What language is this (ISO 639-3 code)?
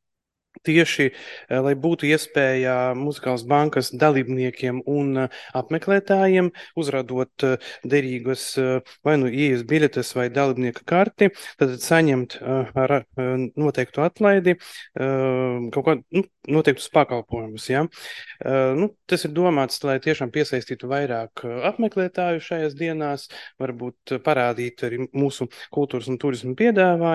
lav